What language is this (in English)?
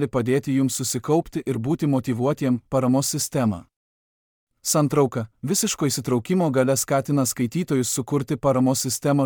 Lithuanian